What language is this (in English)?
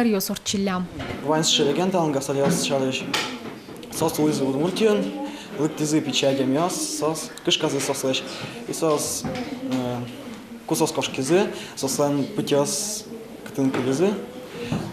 Udmurt